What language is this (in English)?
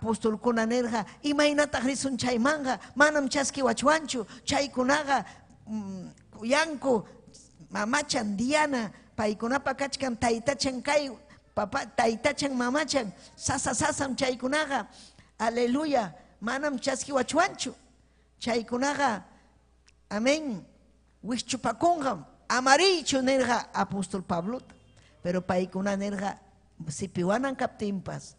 Ayacucho Quechua